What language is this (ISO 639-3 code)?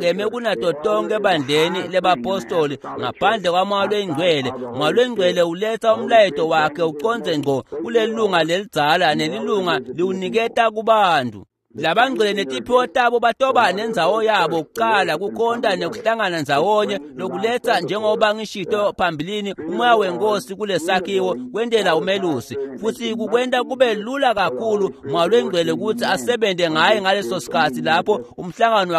ssw